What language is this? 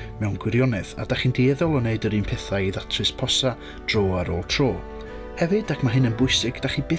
Welsh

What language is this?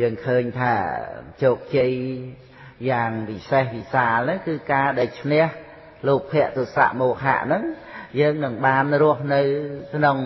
Khmer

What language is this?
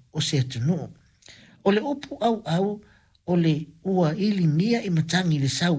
Samoan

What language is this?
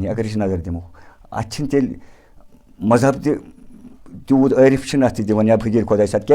Kashmiri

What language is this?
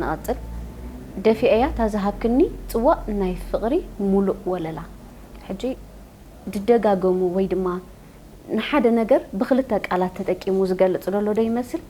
Tigrinya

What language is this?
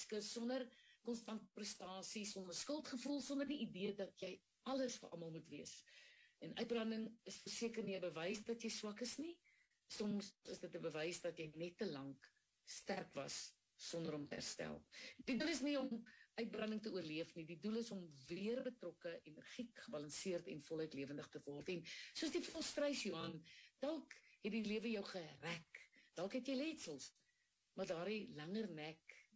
Afrikaans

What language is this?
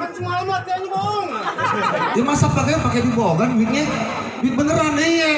Betawi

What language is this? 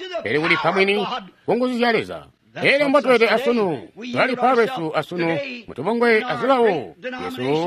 Tonga (Zambia)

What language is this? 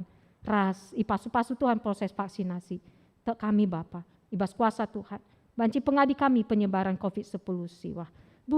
Batak Karo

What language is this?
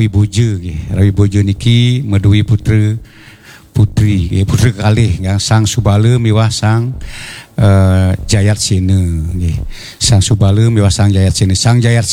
Balinese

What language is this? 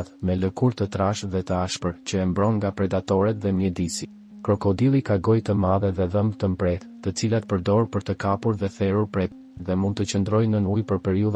Albanian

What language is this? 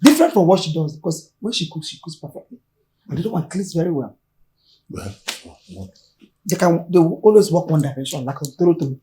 Nigerian Pidgin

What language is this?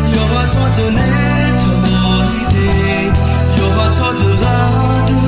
Akha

